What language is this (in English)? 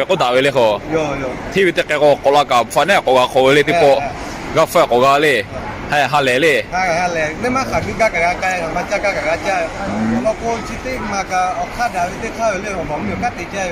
Lahu